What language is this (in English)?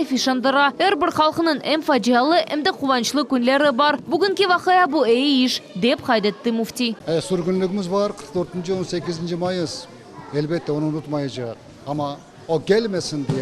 Crimean Tatar